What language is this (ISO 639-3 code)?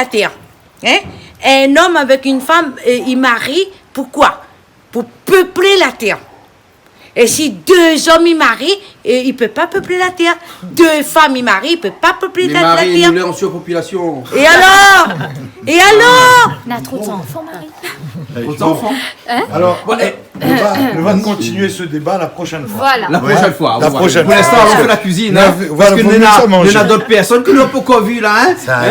rcf